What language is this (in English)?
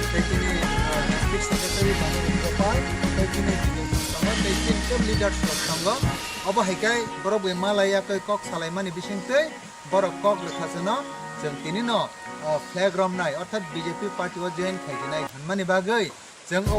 Kok Borok